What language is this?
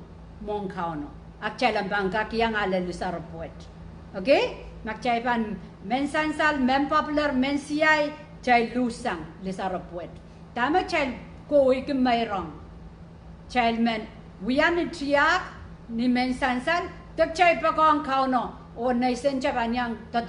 Pohnpeian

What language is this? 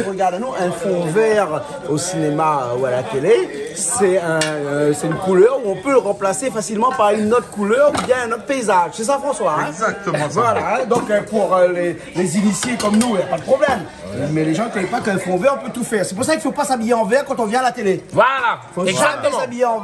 Réunion Creole French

